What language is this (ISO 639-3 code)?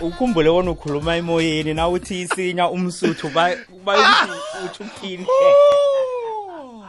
nbl